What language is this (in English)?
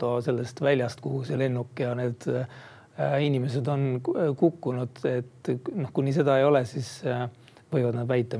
Estonian